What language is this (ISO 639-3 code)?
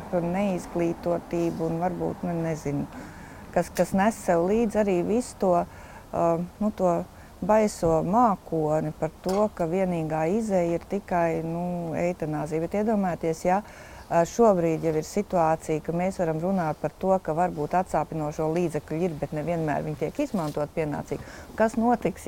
lav